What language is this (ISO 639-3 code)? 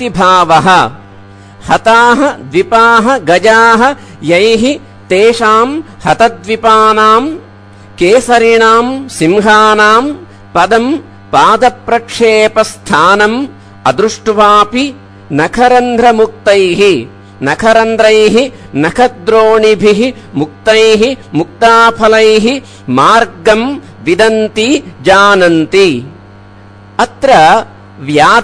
san